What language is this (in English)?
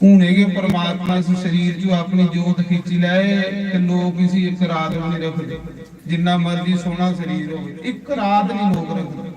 Dogri